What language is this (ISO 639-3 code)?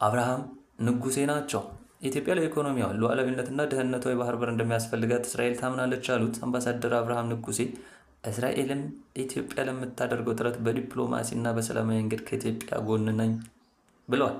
amh